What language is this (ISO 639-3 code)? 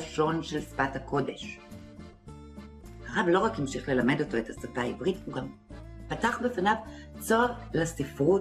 heb